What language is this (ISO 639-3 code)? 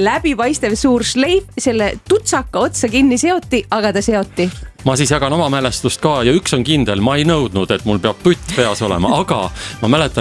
est